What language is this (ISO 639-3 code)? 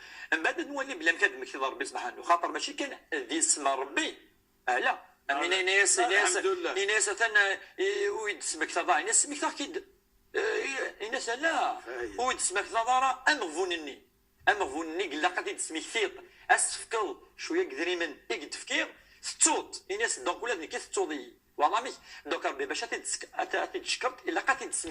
kab